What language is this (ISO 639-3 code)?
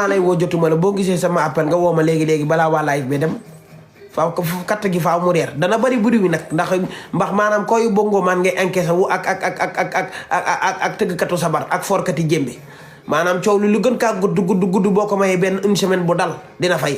wol